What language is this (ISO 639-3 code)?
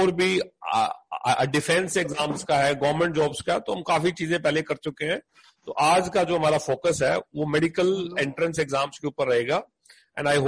hin